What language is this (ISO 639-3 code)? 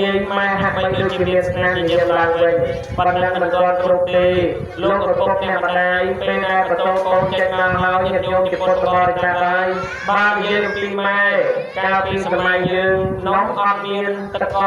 khm